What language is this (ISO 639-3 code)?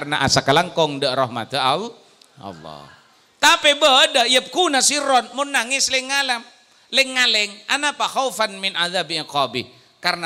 mad